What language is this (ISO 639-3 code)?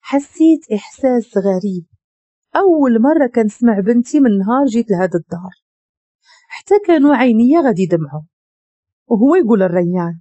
ary